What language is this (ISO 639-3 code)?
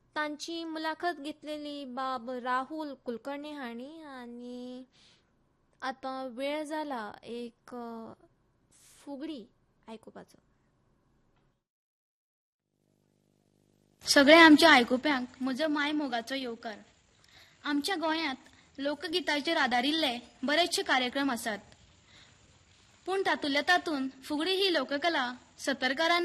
kok